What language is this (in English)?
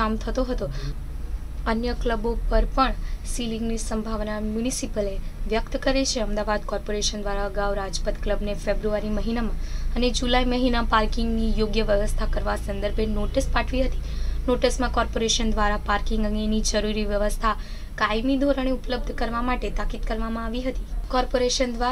Gujarati